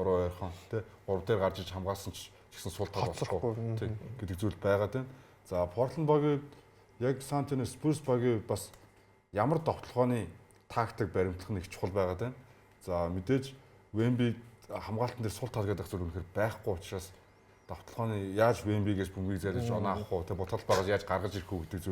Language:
Mongolian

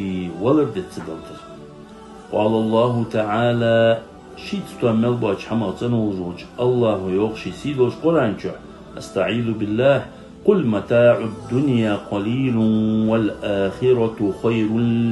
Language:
Ingush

